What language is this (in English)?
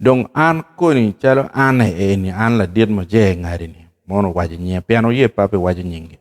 Acoli